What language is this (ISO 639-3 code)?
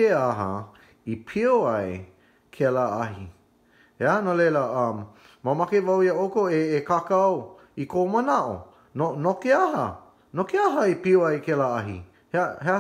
haw